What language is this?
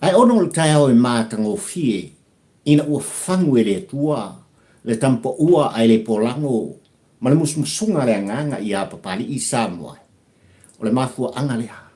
Samoan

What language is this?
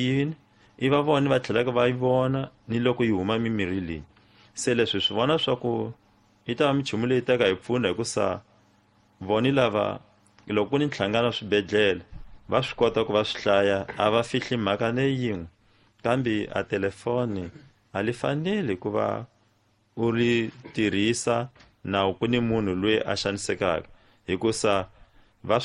Tsonga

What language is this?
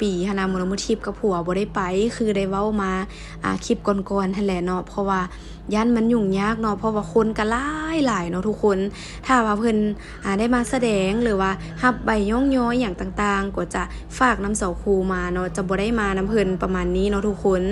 Lao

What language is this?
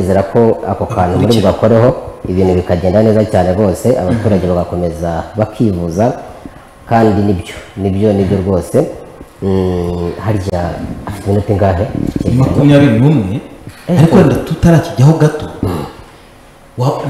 Kinyarwanda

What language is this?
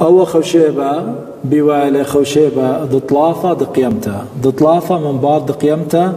Assyrian Neo-Aramaic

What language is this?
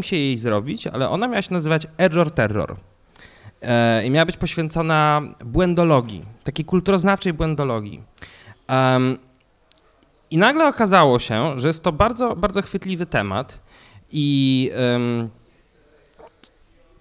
Polish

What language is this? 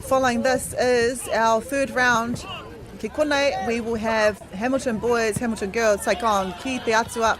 Māori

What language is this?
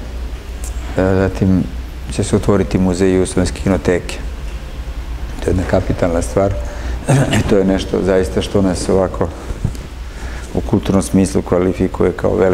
Serbian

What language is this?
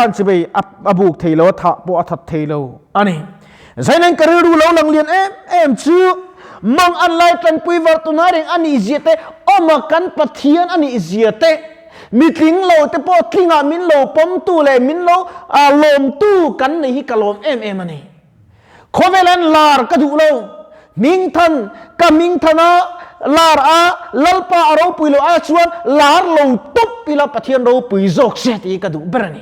Mizo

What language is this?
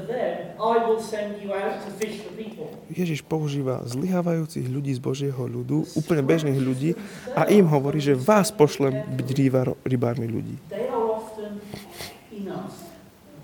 Slovak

